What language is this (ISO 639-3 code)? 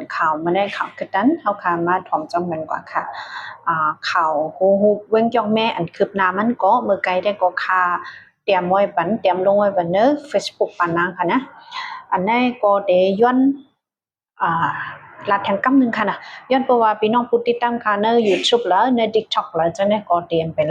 shn